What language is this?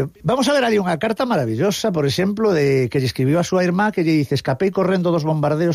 Galician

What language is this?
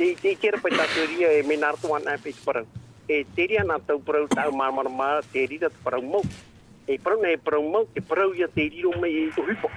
Tahitian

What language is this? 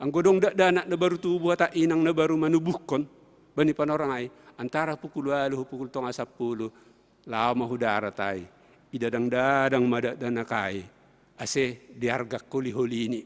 Batak Simalungun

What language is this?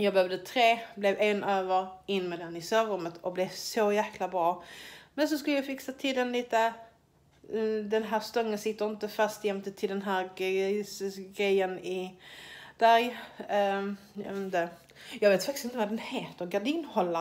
Swedish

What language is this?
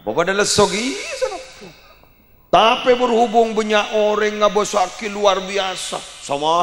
Madurese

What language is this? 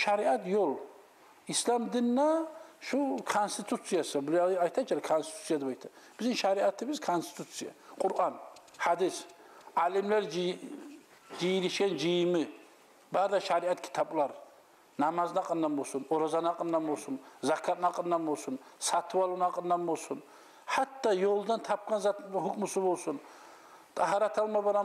Kumyk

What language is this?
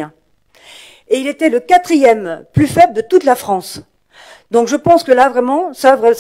French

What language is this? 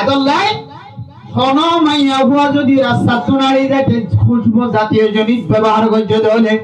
Rohingya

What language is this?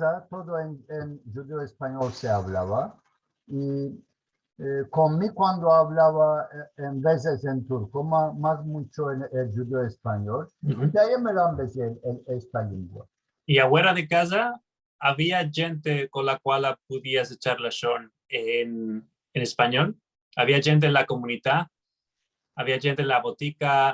Ladino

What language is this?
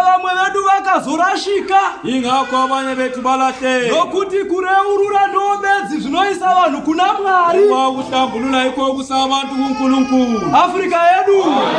Shona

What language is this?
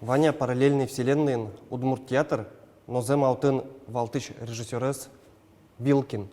Udmurt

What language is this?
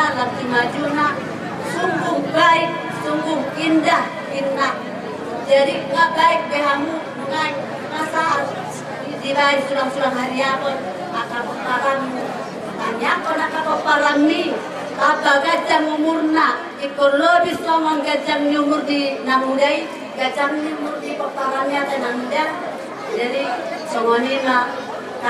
Batak Toba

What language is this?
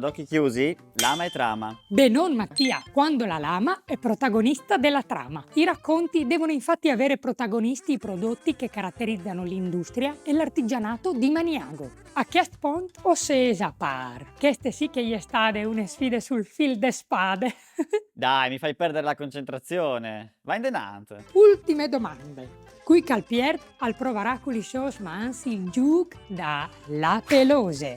Friulian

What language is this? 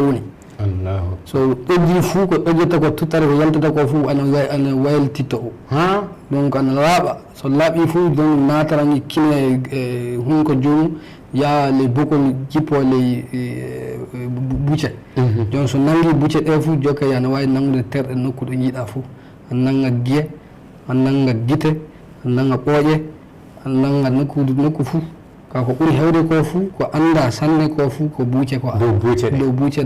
Fula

